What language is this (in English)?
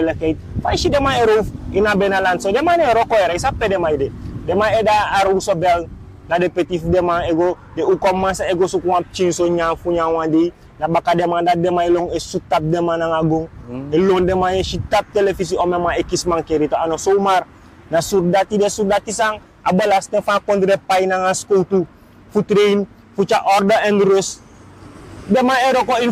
Sranan Tongo